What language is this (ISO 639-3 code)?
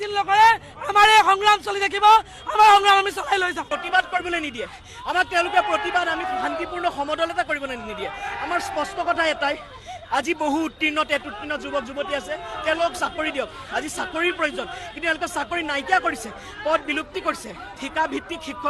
asm